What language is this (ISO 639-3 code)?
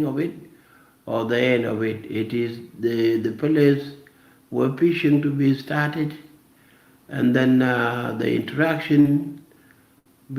nus